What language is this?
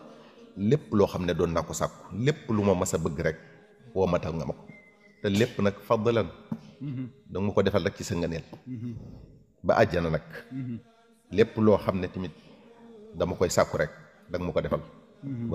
Wolof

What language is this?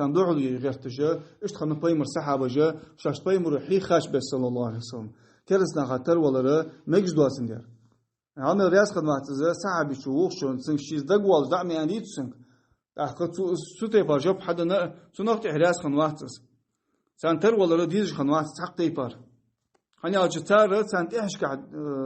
Ingush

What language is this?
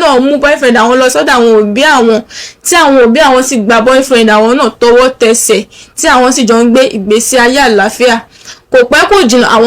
Yoruba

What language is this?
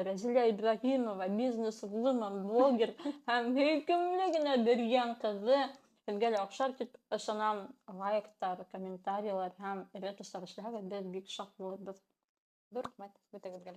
Bashkir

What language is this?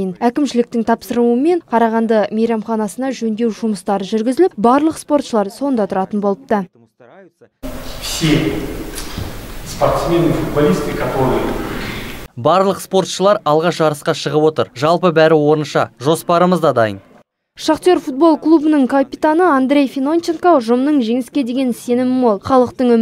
Kazakh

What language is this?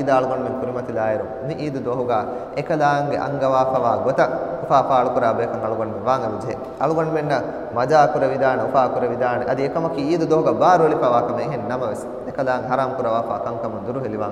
Divehi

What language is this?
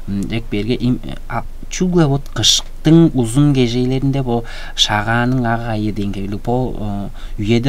Tuvinian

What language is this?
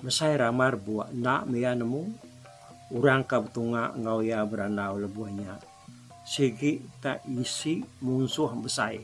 Iban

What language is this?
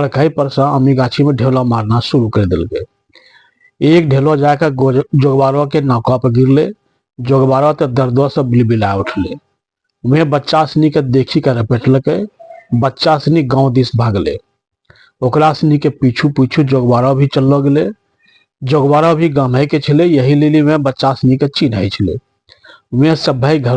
Angika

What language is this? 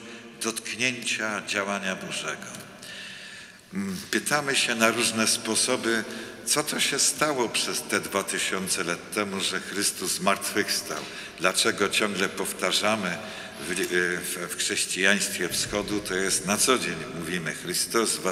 Polish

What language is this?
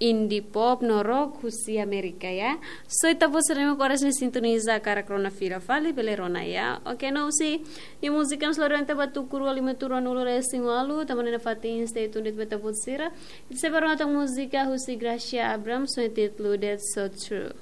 Tetum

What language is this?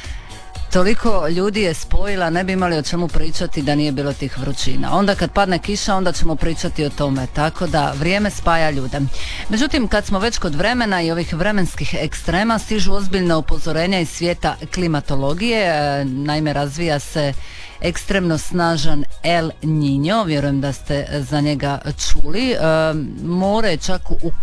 Croatian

